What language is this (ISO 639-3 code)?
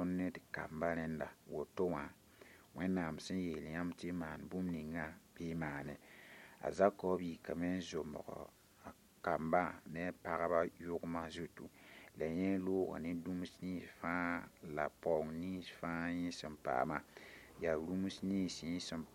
mos